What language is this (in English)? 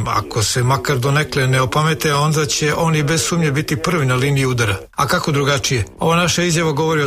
Serbian